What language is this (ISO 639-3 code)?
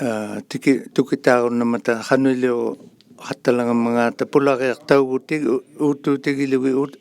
iku